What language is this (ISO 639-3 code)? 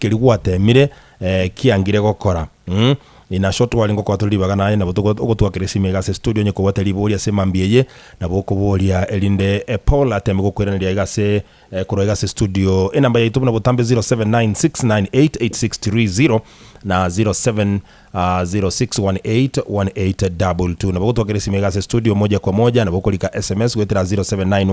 guz